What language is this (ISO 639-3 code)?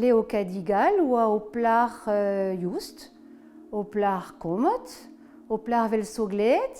bre